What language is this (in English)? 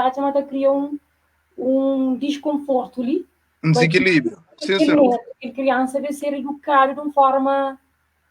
Kabuverdianu